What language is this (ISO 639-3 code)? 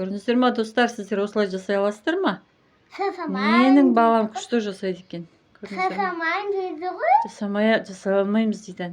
kaz